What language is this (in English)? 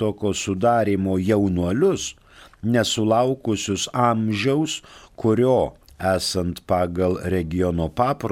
Lithuanian